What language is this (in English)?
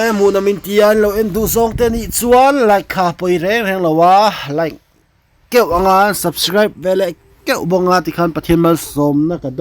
Mizo